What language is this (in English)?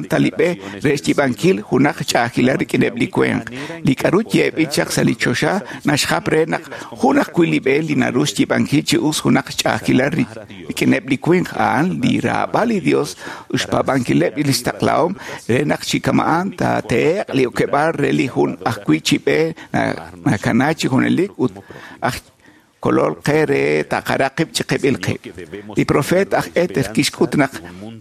Kekchí